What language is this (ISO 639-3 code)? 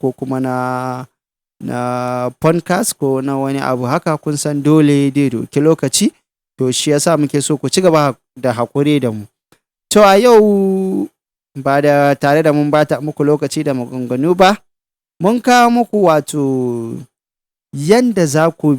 hau